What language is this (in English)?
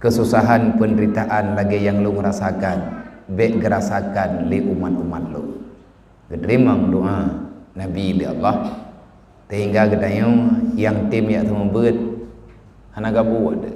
Achinese